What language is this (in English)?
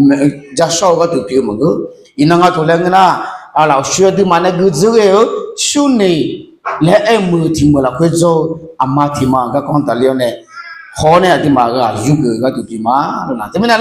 Akha